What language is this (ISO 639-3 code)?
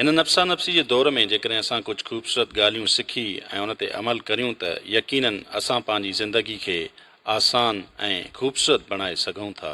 snd